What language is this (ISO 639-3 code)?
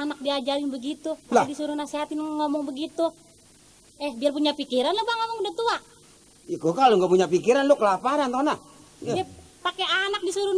bew